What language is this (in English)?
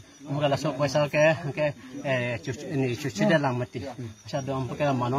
Karbi